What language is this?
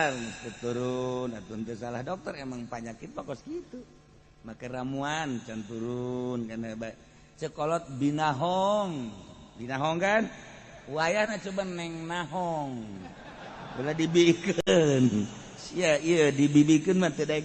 Sundanese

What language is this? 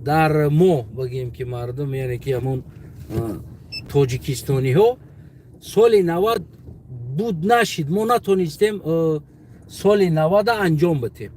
Tajik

